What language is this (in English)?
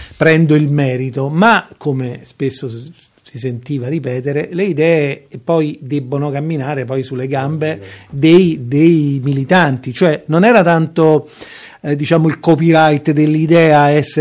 Italian